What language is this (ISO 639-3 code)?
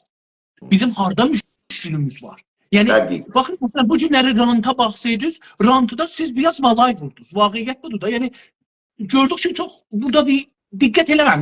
azb